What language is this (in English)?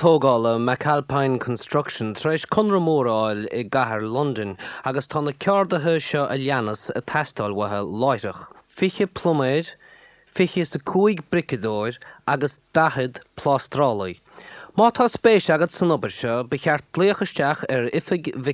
Irish